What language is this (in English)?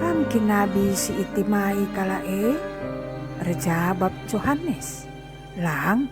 Batak Karo